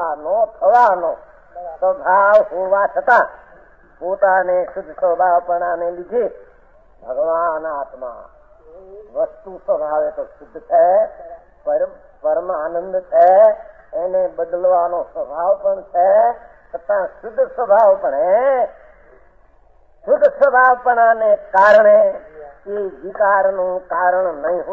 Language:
Gujarati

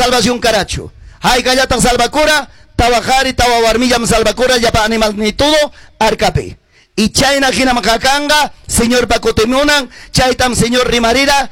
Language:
Quechua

